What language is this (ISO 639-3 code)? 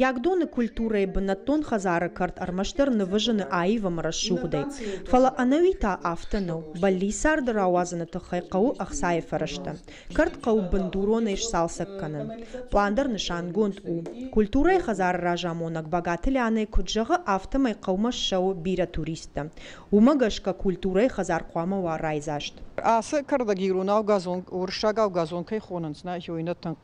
oss